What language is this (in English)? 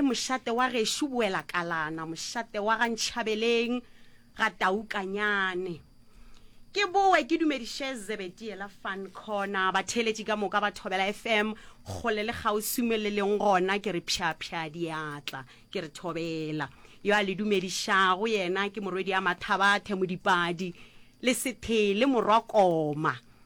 Northern Sotho